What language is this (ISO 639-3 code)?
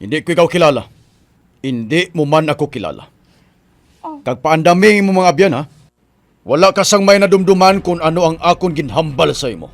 hil